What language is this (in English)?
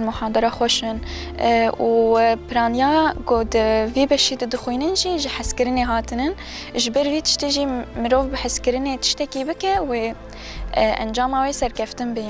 Kurdish